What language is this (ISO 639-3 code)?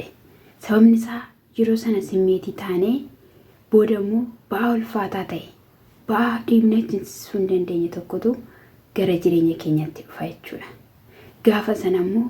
orm